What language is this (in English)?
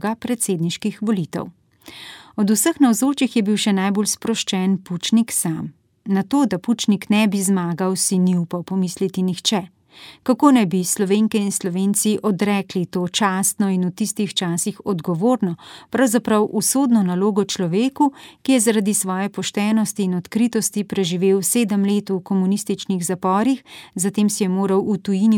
Slovenian